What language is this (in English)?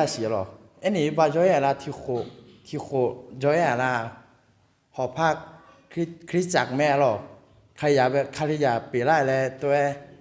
Akha